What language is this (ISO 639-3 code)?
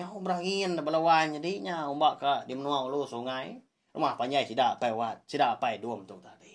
iba